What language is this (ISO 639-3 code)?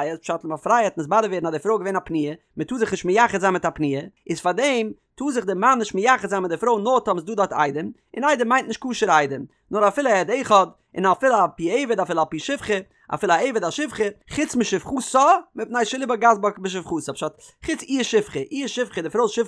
yid